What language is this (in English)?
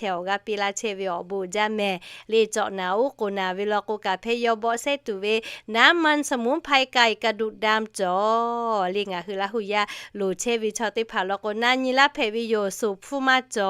Lahu